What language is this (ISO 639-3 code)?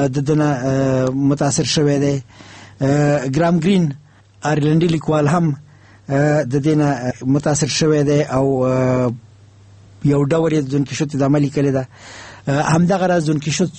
pus